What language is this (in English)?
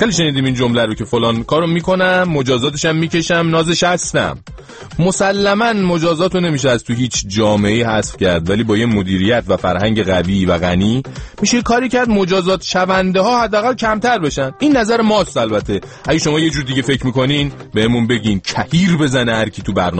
Persian